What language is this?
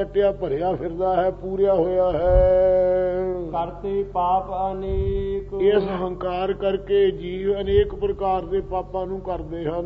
Punjabi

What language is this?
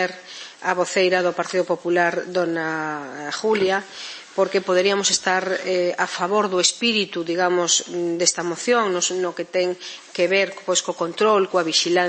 Galician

